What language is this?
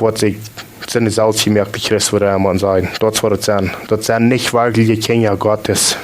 Plautdietsch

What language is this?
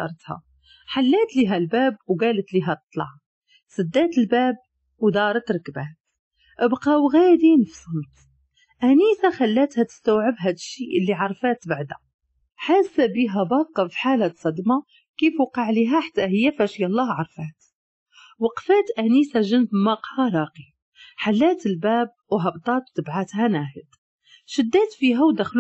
Moroccan Arabic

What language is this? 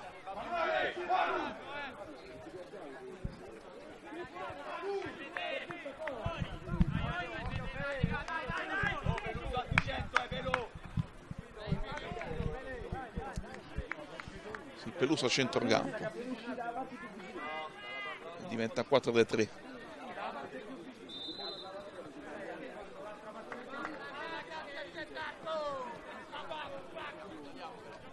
Italian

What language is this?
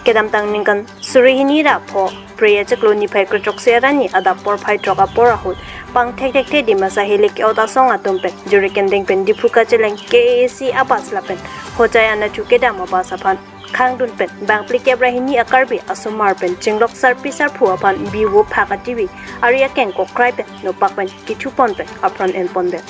Karbi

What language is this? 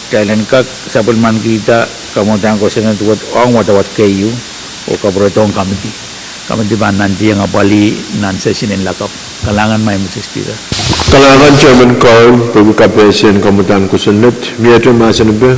Pohnpeian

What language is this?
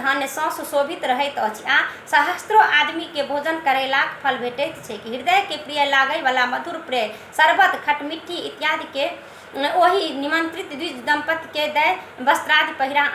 Maithili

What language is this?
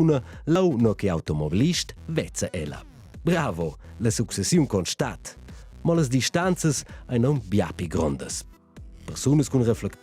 Romansh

